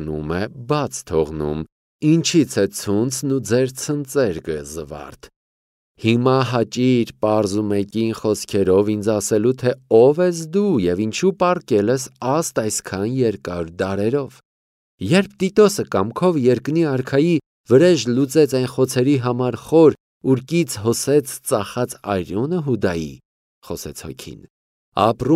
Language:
Armenian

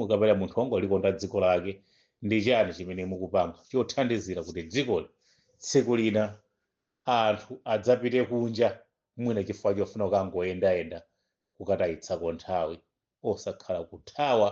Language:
Nyanja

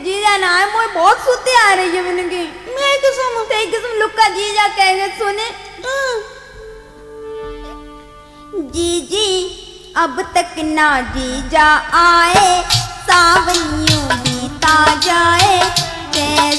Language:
Haryanvi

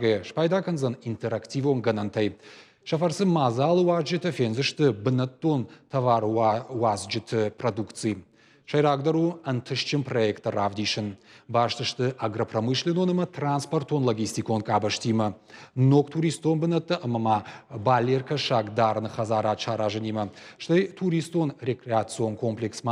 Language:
Ossetic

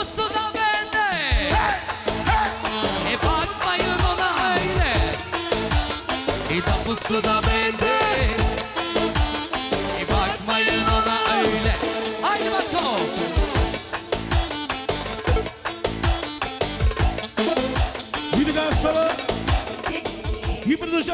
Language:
Turkish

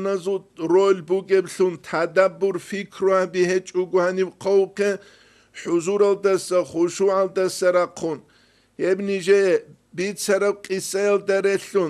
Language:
Avaric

